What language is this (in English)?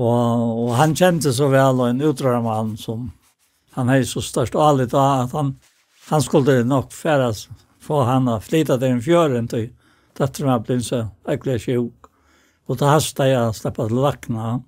Faroese